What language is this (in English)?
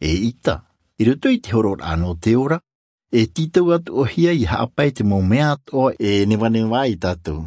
Tahitian